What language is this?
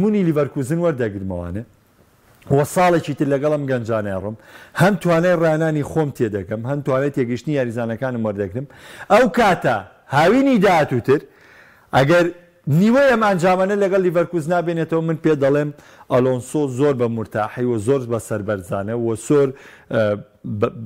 Central Kurdish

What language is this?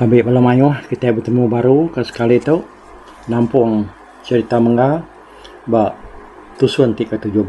Iban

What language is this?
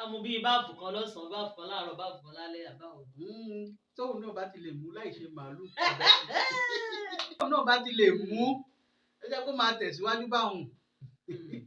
Yoruba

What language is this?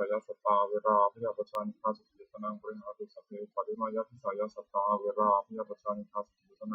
Pali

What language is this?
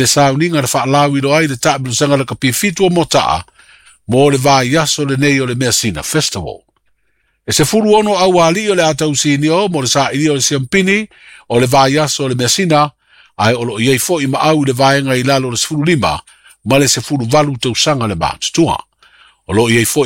Samoan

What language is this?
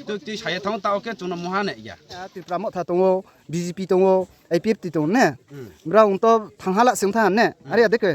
Riang (India)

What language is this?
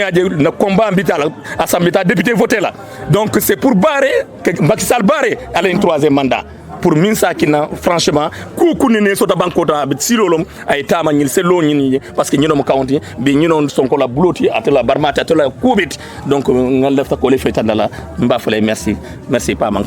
Wolof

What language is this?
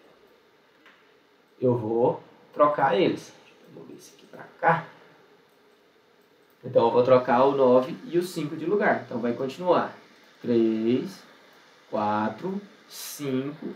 Portuguese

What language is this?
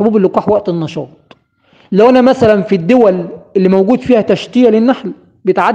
Egyptian Arabic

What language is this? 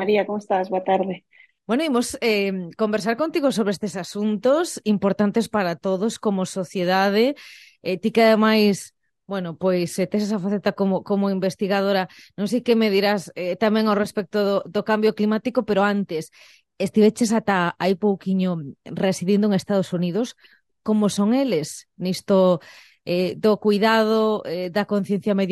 Galician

